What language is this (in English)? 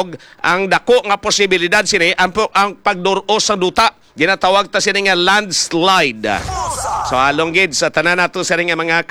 Hiligaynon